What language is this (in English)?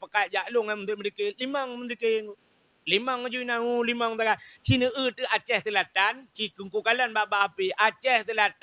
Achinese